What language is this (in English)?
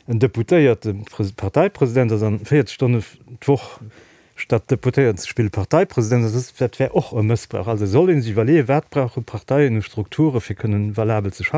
Luxembourgish